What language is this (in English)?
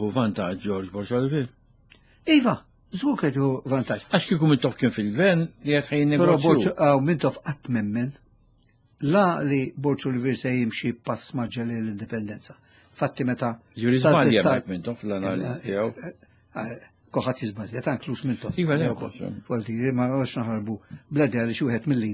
Maltese